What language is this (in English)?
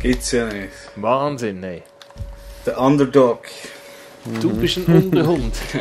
Swiss German